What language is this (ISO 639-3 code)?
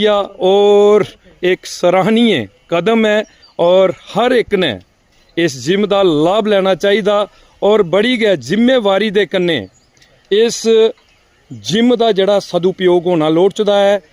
doi